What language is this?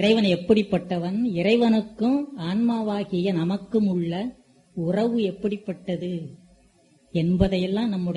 Tamil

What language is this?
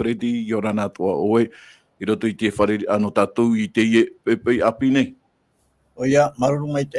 Tahitian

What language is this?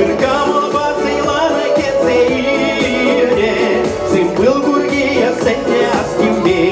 Chuvash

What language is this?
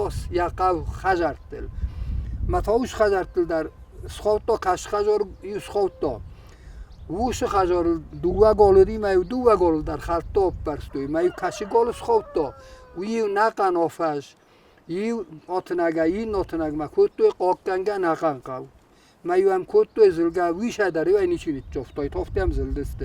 Ossetic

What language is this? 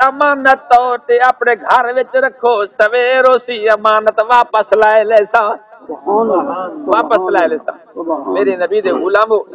Saraiki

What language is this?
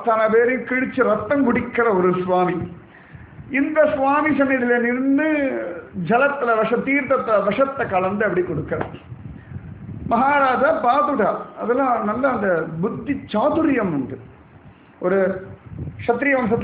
Tamil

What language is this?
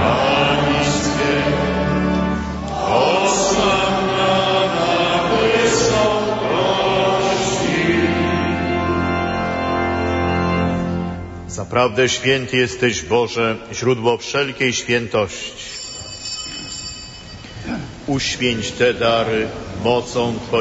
Polish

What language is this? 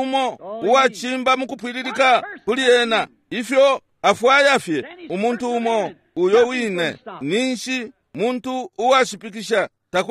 Bemba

